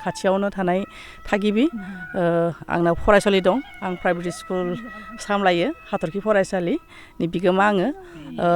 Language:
Bodo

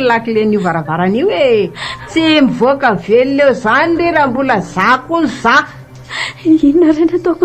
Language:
Malagasy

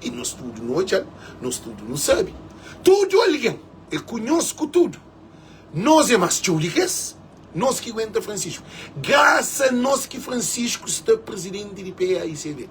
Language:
Kabuverdianu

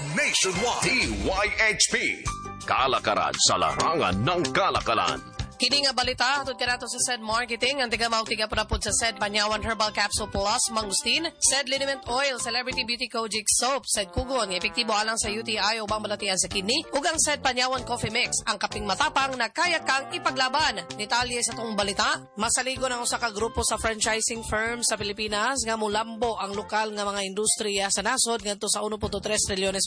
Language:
Cebuano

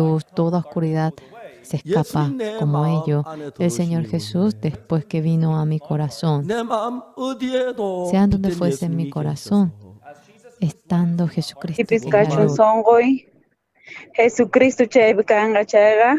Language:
South Bolivian Quechua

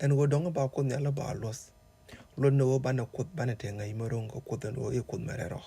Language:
Nuer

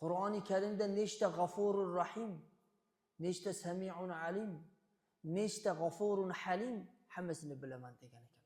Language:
Uzbek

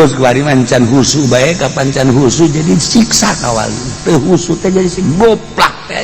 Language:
Sundanese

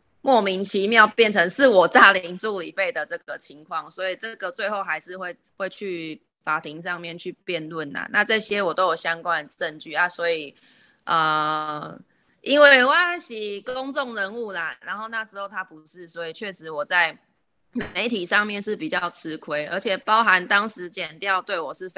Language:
Chinese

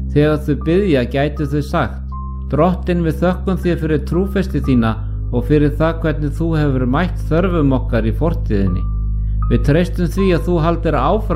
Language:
Icelandic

